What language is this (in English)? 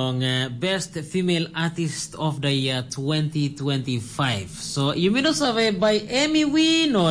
Tok Pisin